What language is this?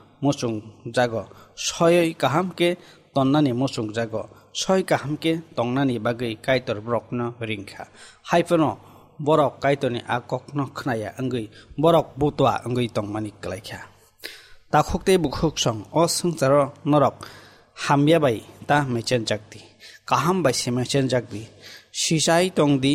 Kok Borok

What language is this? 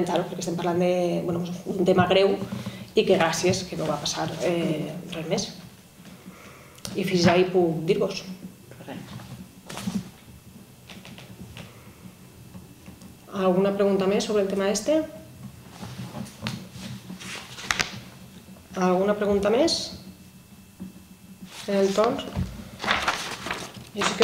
Catalan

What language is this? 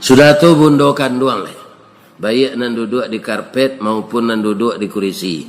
Minangkabau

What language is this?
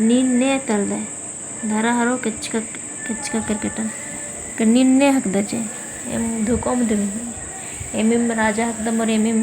Kurukh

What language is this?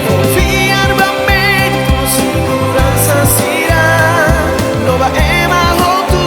Tetum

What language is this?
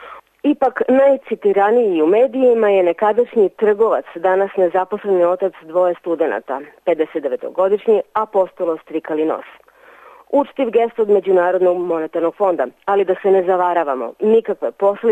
Serbian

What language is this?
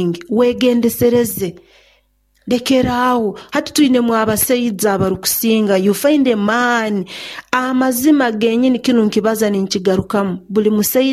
Nyoro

